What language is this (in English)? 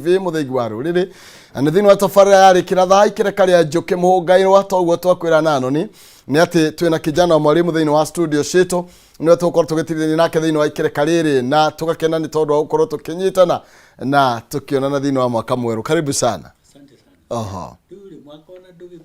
Kikuyu